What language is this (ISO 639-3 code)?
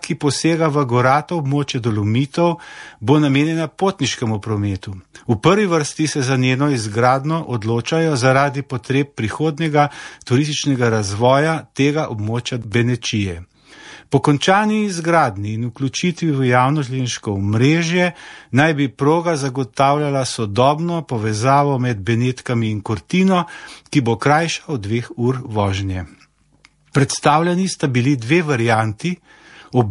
slv